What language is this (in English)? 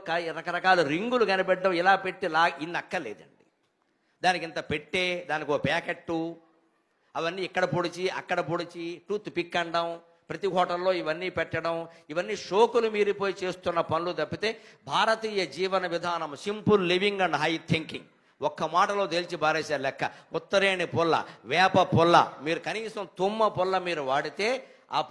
Telugu